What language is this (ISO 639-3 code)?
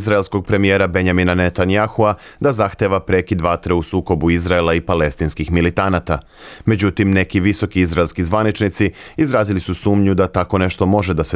srp